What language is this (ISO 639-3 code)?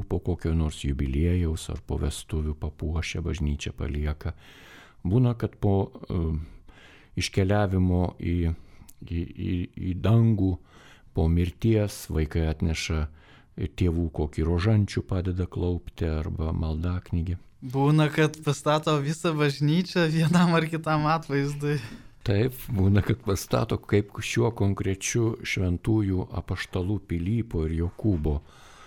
lit